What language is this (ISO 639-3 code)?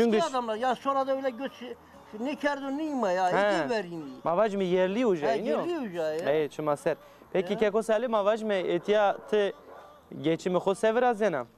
zza